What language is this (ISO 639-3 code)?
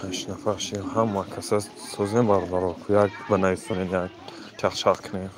tgk